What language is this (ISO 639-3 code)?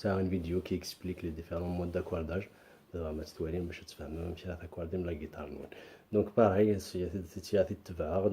kab